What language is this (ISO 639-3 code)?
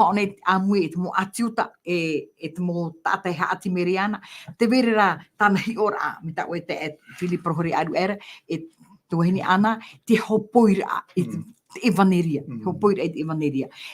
tah